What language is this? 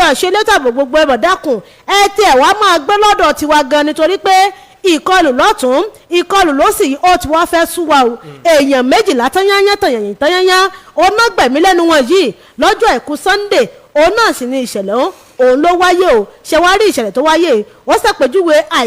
Yoruba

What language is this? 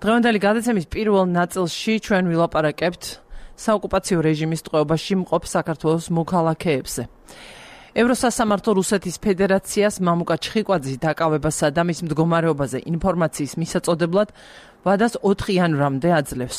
Georgian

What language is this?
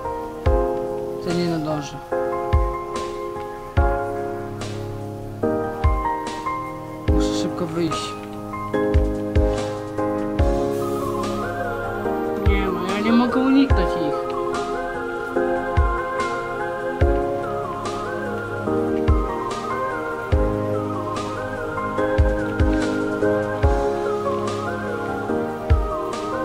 Polish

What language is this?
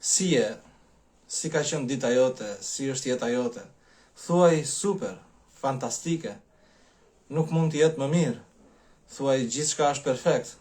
Albanian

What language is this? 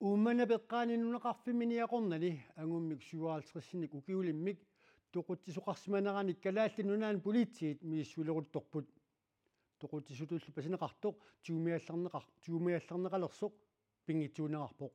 Kalaallisut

